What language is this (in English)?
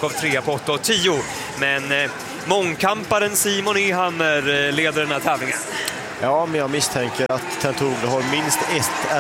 Swedish